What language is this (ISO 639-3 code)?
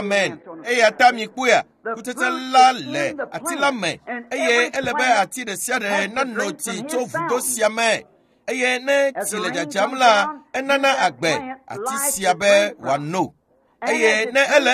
ewe